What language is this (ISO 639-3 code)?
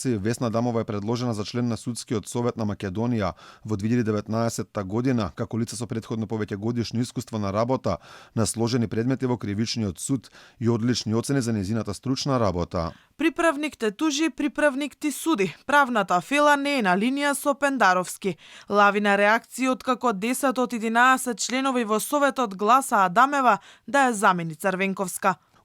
mkd